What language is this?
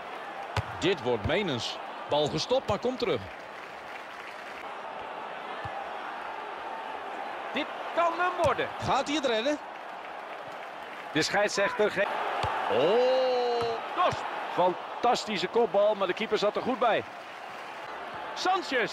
Dutch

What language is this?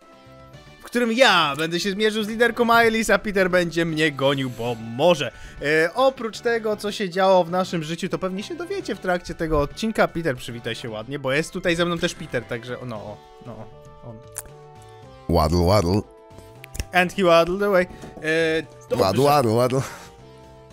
Polish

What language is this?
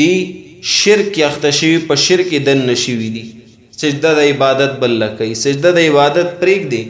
Pashto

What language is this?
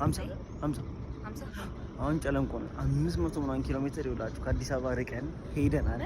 Amharic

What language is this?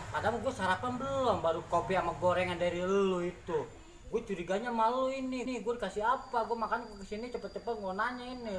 Betawi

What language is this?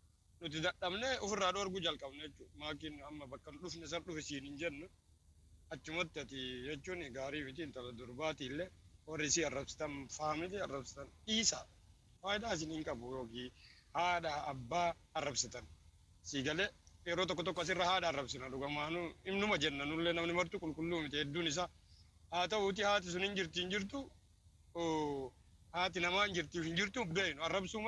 Oromo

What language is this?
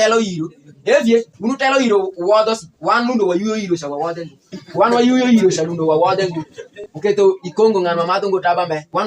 Alur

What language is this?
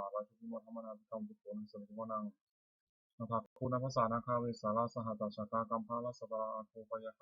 Pali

